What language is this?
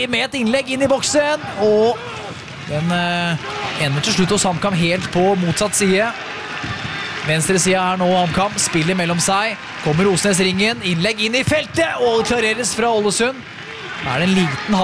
Norwegian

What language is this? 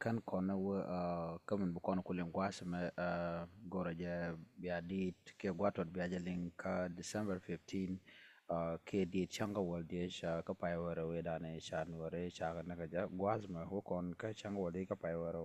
Nuer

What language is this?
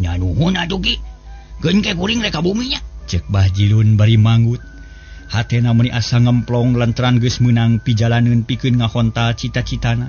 Sundanese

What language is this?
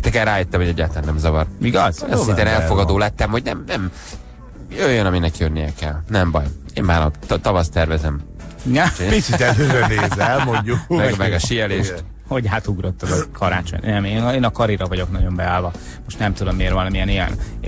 Hungarian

